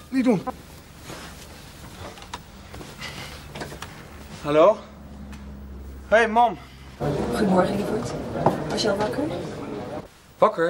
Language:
Dutch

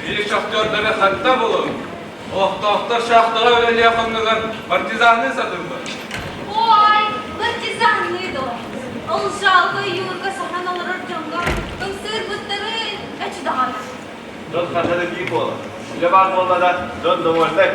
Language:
Yakut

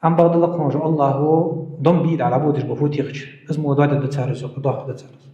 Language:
Ingush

